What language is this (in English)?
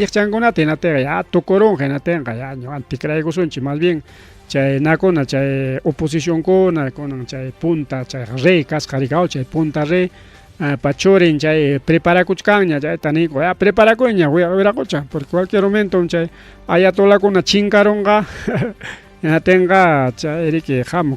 Ayacucho Quechua